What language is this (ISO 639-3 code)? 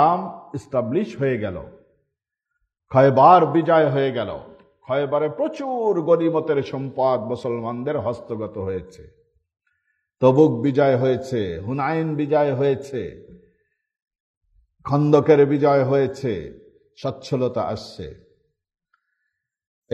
ben